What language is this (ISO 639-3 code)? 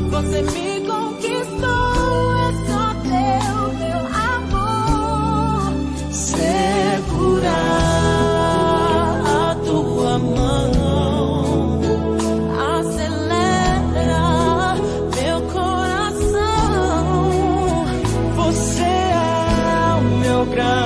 por